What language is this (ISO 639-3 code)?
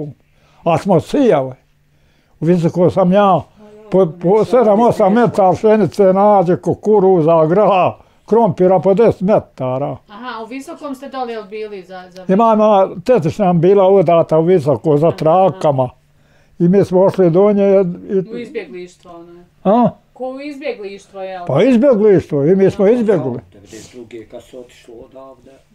bos